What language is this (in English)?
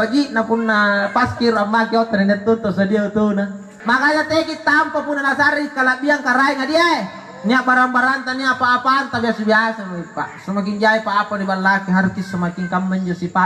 Makasar